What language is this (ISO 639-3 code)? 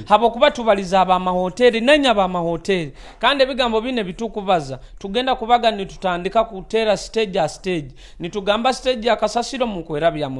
nyo